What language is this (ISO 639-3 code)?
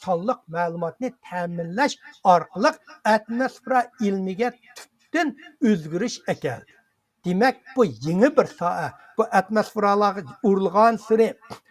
uig